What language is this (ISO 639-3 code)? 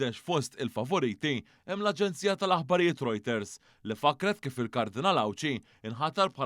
mlt